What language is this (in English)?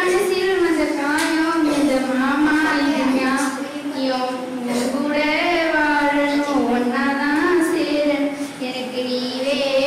Tamil